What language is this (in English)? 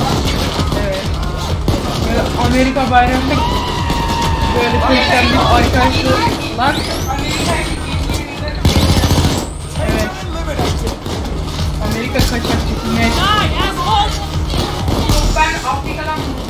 Turkish